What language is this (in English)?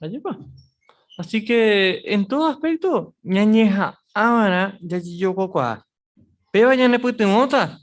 Guarani